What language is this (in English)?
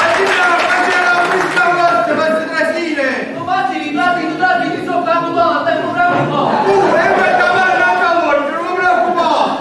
Neapolitan